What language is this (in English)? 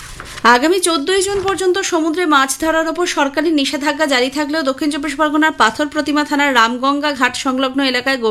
Bangla